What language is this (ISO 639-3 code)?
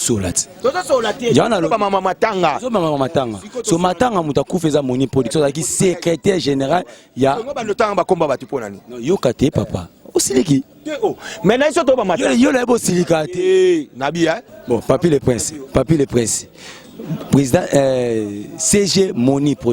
lin